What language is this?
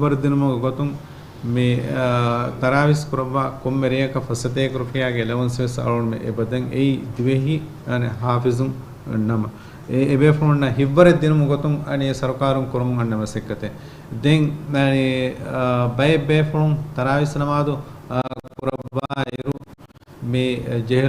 Divehi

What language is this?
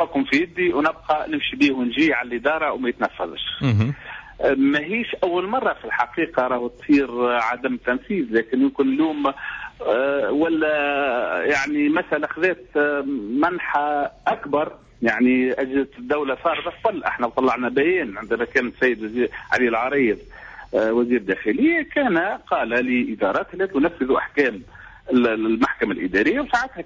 Tunisian Arabic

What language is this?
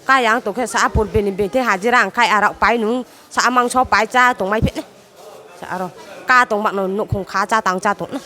Riang (India)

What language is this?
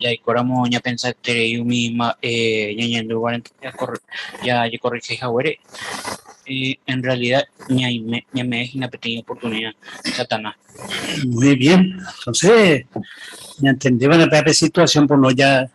Guarani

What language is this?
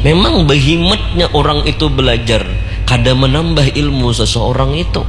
Banjar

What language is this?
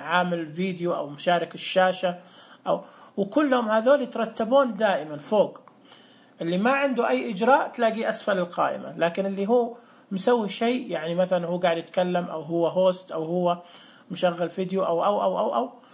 Najdi Arabic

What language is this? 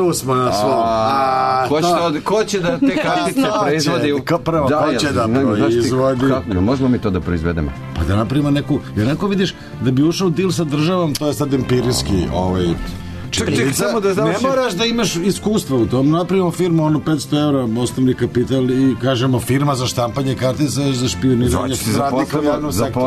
Serbian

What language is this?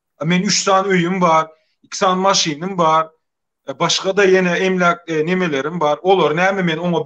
Turkmen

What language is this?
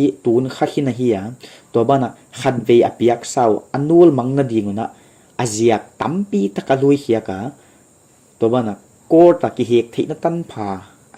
Paite Chin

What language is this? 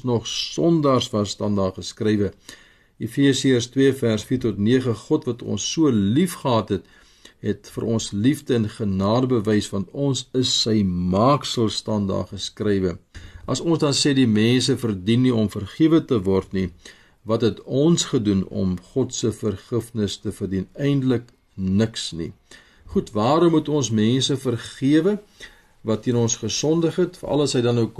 Afrikaans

